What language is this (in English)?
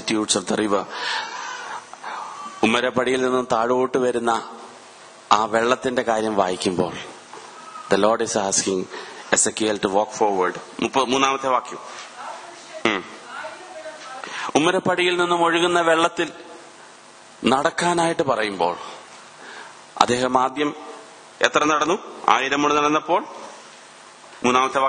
Malayalam